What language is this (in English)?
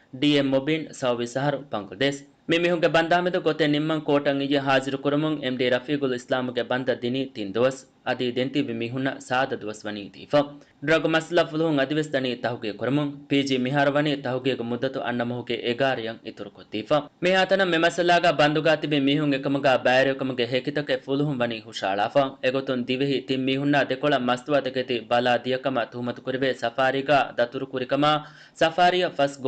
Divehi